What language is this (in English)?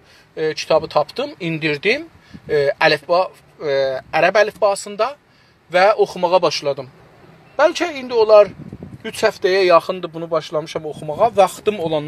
South Azerbaijani